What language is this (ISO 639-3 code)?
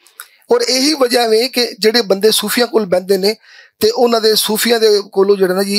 lah